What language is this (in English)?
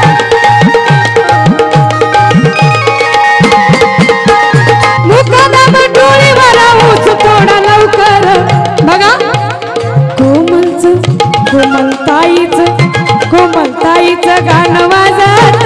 Marathi